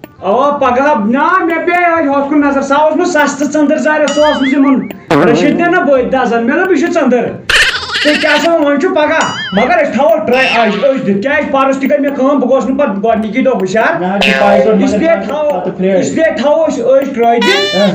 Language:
Kashmiri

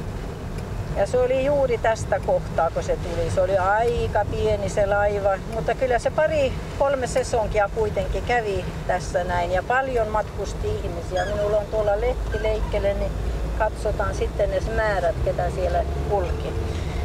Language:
Finnish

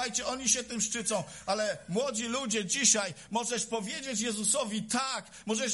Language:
Polish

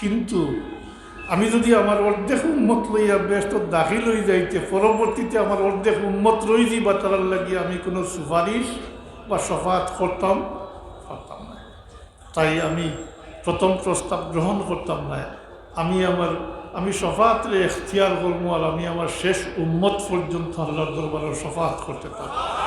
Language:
Sylheti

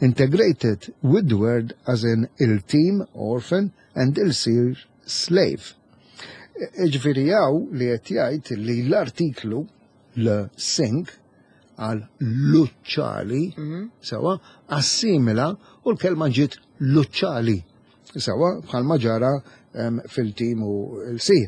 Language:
Maltese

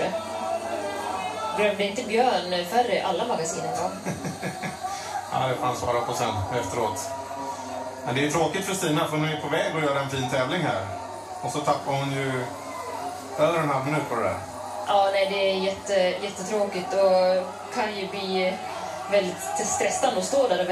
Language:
Swedish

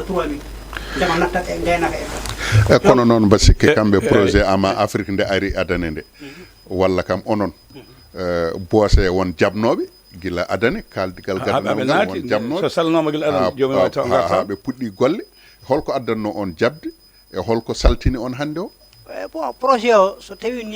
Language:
Fula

